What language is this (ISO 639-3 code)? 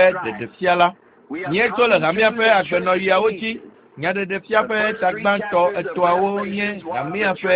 ewe